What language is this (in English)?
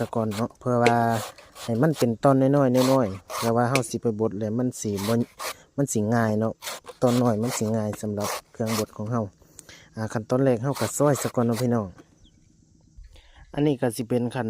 Lao